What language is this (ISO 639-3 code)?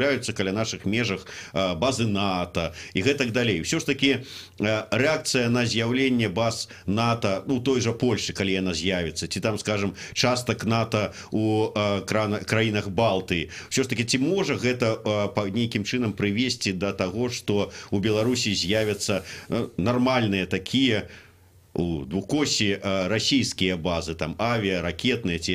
bel